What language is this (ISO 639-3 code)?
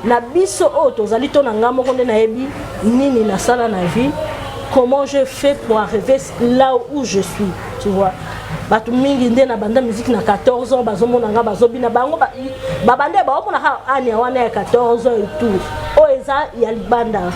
lin